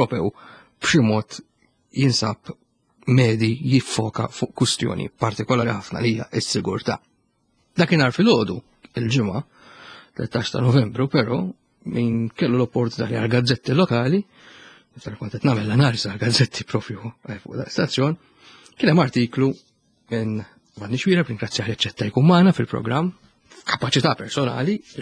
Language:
Maltese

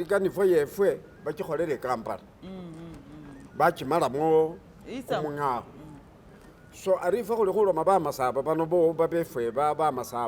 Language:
Masaaba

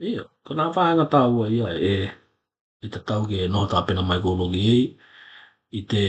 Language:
Tokelau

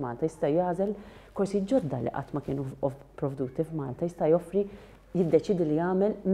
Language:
Maltese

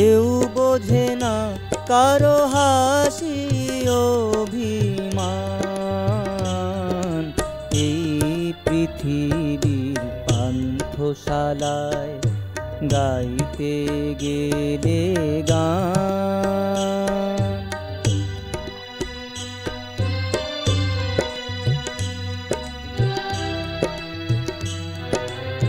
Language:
Bangla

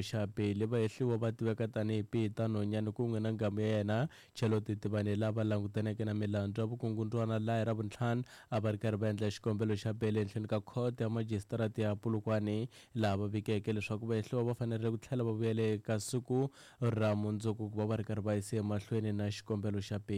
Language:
Tsonga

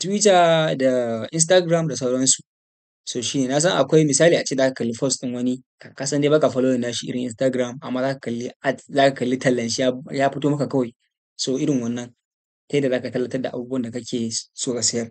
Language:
Hausa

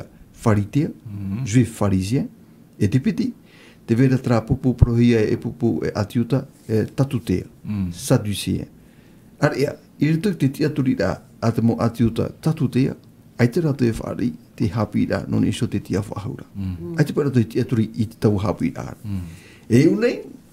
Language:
Tahitian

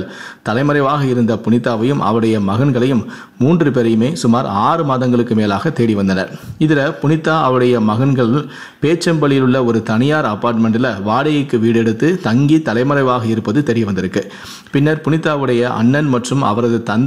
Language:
Tamil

